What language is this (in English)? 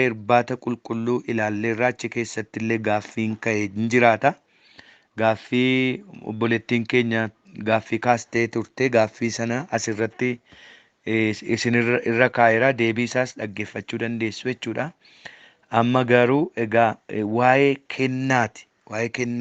Oromo